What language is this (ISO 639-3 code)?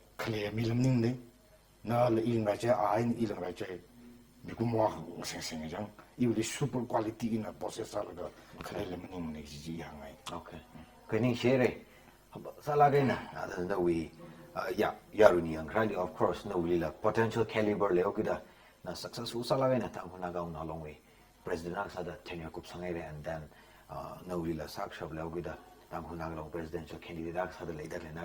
nmf